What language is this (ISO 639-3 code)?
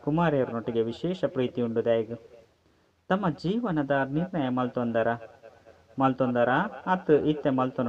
tcy